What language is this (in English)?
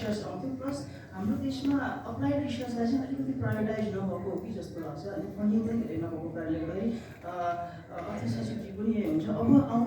Nepali